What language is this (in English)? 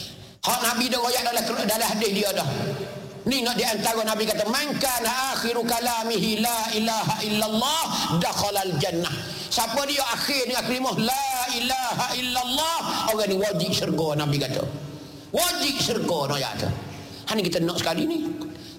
Malay